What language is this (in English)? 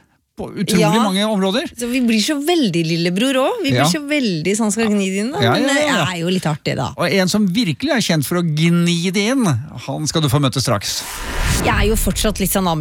Norwegian